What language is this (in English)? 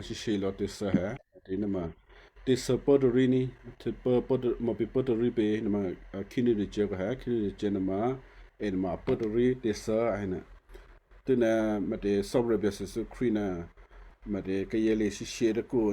Western Kayah